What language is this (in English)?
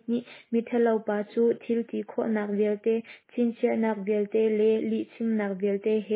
Hakha Chin